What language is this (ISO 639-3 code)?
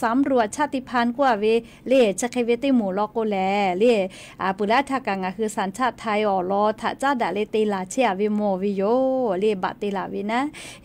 lhu